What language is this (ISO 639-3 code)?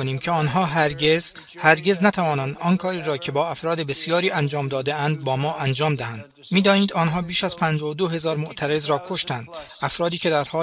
fas